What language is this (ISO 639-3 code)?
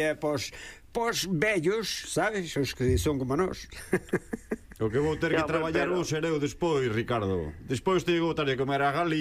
glg